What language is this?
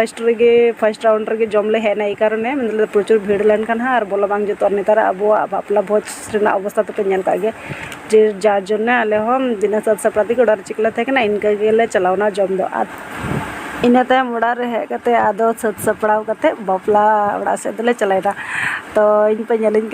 Santali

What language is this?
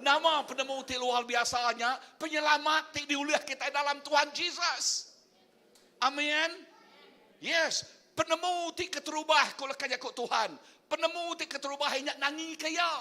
Iban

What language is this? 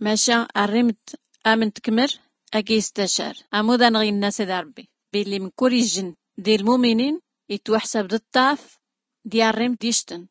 Tachelhit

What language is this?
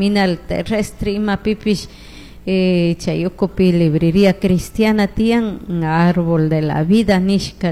Chimborazo Highland Quichua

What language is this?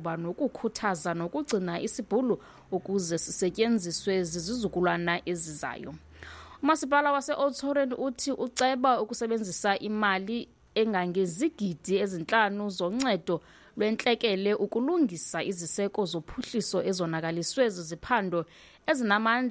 Xhosa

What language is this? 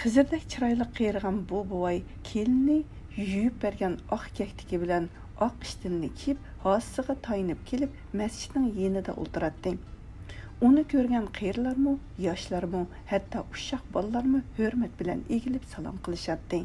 Uyghur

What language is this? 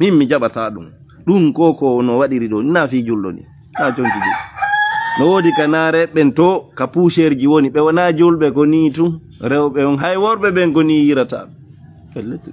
Fula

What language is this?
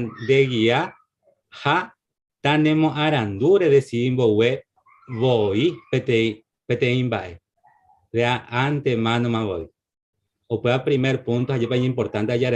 Guarani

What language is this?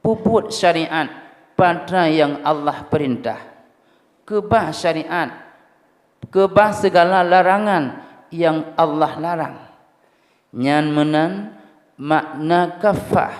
Achinese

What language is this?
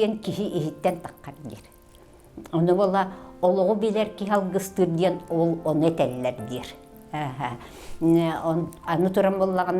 Yakut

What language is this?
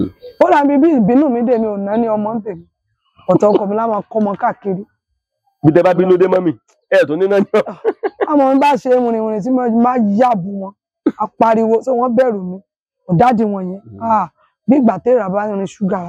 Yoruba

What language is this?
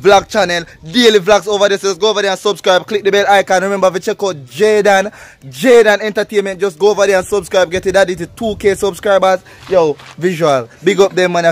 Jamaican Creole English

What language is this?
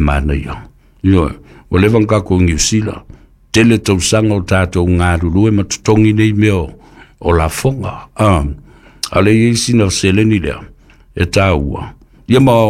Samoan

